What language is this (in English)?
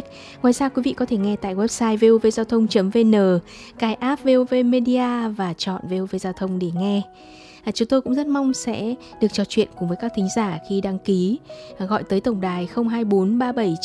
Vietnamese